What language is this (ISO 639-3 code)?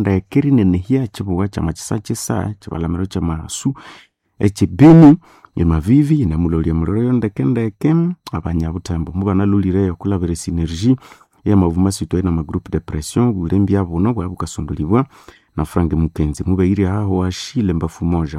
nnb